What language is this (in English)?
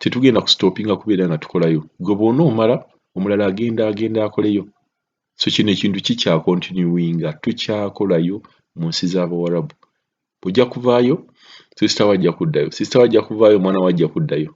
Ganda